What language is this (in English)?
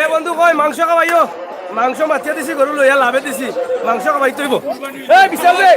Sylheti